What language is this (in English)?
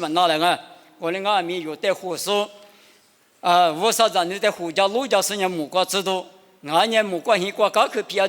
Lisu